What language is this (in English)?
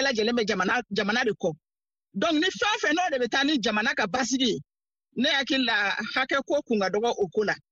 Bambara